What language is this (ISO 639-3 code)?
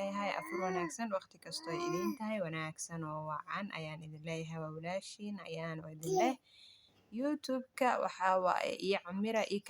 som